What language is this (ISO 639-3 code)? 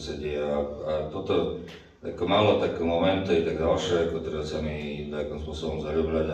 rue